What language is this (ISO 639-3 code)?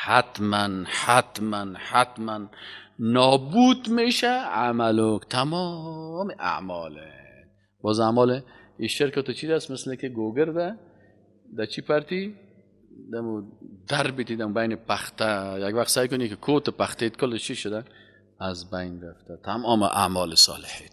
fas